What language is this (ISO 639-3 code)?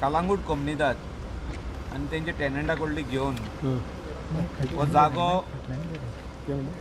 kok